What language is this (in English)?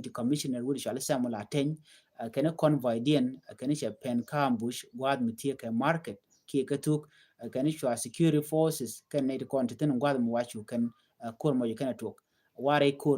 Nuer